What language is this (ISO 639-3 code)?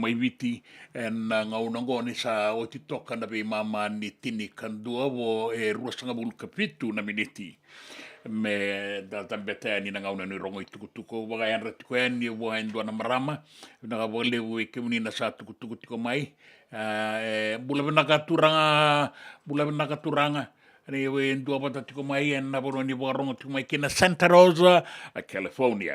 fij